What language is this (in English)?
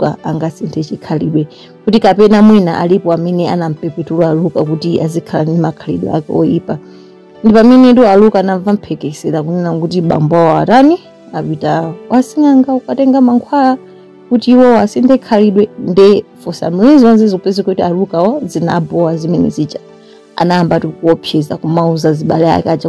Nyanja